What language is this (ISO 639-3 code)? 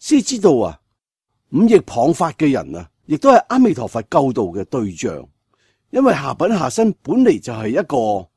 yue